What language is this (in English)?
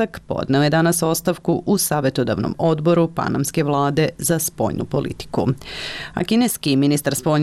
Serbian